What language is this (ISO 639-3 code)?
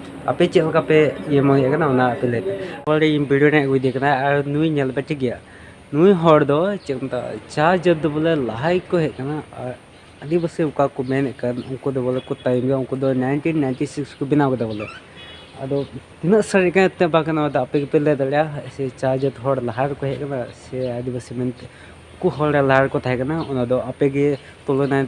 sat